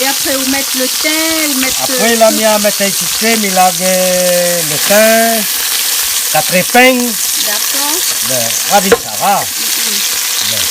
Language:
Réunion Creole French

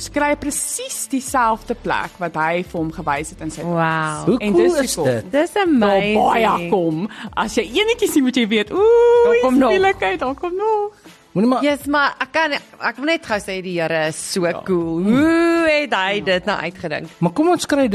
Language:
Afrikaans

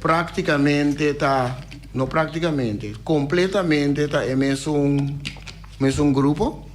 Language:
Papiamento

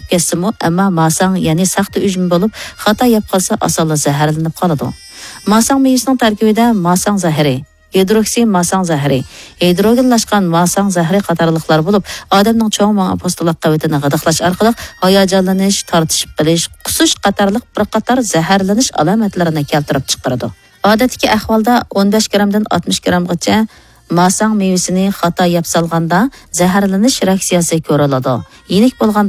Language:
Uyghur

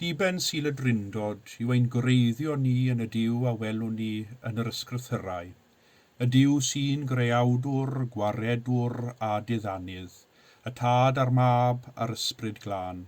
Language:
Welsh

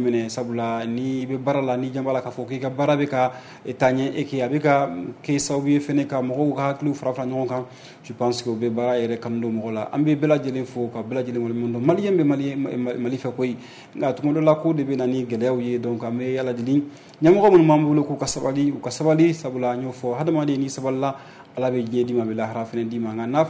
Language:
Bambara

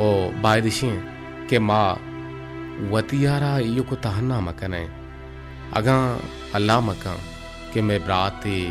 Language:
Baluchi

